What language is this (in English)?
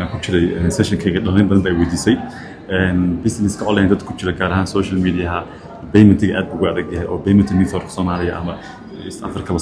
Somali